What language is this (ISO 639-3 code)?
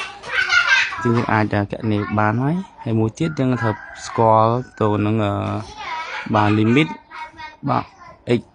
khm